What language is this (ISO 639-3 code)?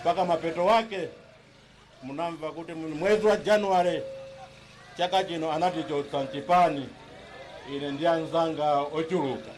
nya